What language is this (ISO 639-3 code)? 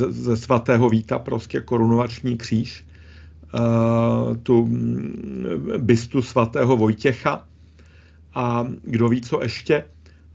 ces